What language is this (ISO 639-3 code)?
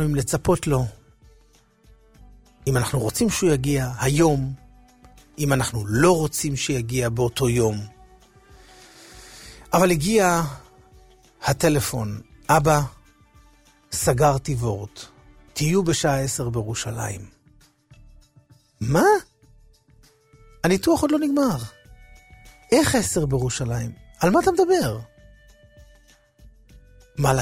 heb